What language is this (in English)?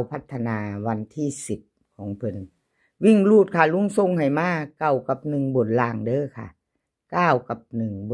Northeastern Thai